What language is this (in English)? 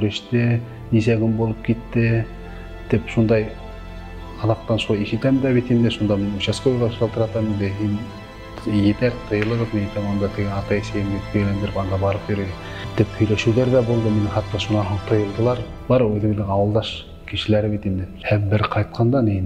Bashkir